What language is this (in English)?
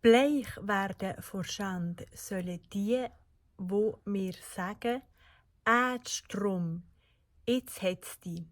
Swiss German